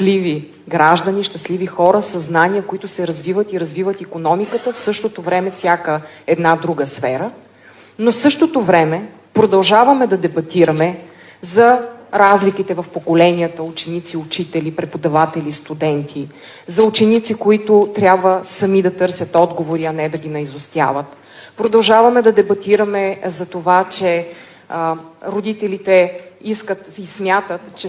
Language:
Bulgarian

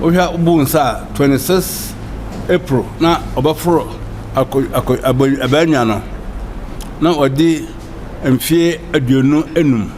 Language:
Akan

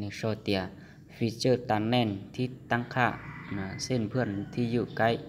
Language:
Hmong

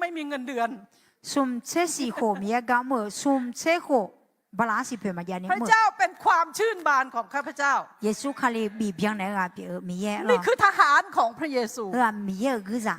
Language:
Akha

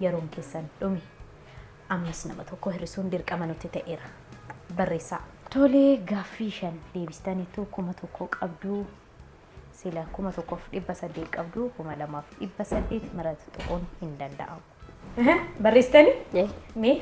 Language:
Oromo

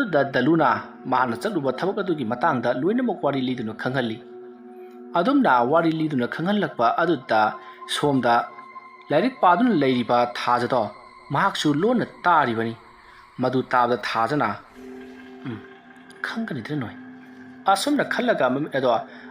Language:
Manipuri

